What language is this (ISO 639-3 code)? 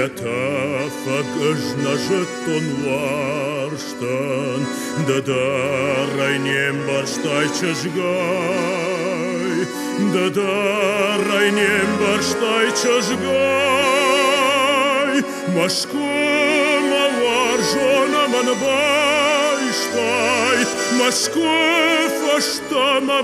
oss